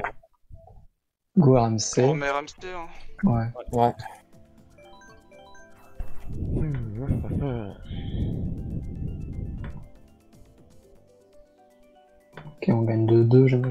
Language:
French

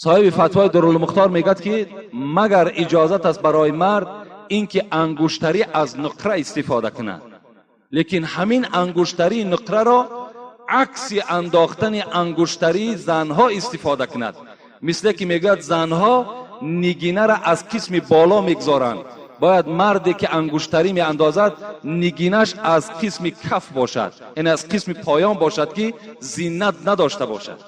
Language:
Tajik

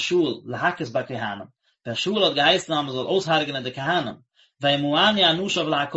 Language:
Yiddish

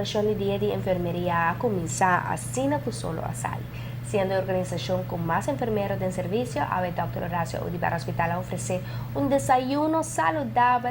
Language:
Papiamento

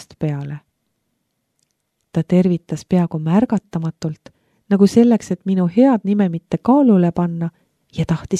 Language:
Estonian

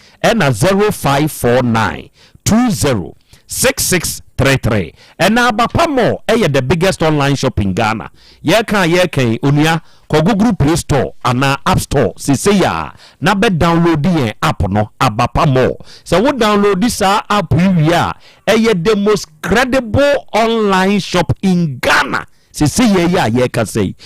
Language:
Akan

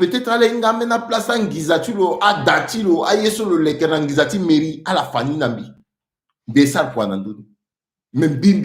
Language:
Sango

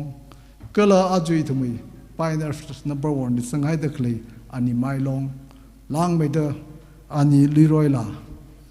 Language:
Tangkhul Naga (India)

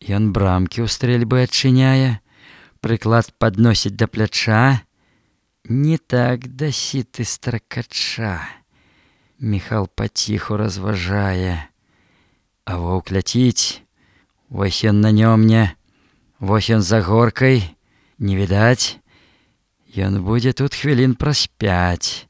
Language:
Belarusian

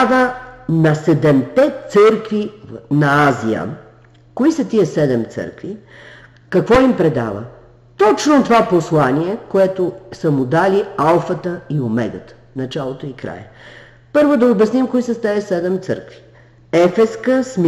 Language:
Bulgarian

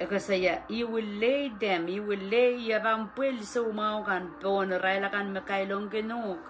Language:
Pohnpeian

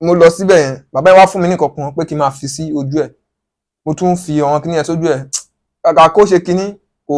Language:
Yoruba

